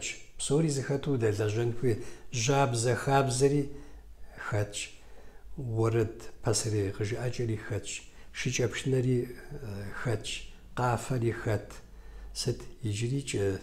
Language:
Kabardian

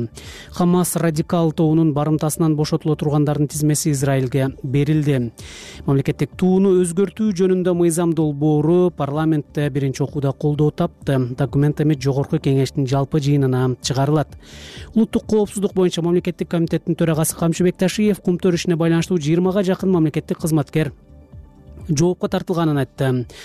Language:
Kyrgyz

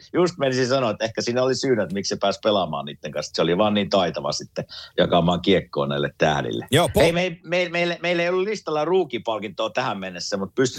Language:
Finnish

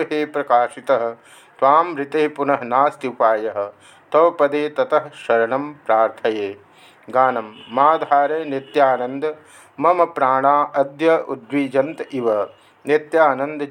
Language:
Sanskrit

